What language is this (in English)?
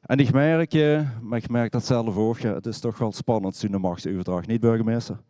Limburgish